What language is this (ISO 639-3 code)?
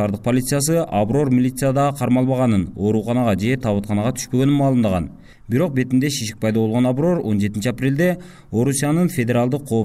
kir